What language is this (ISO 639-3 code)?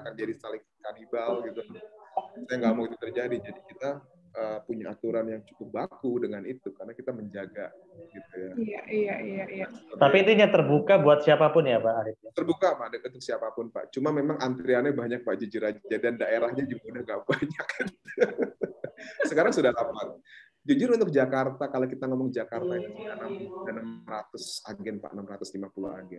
ind